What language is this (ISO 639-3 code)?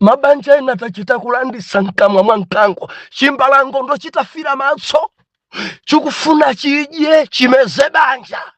nya